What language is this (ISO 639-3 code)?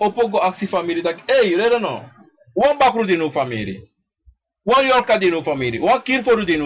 srn